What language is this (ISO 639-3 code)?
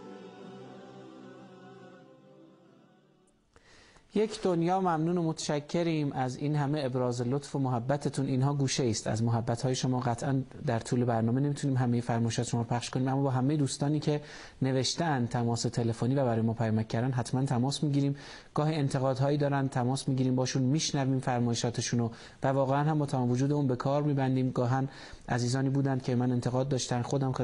fas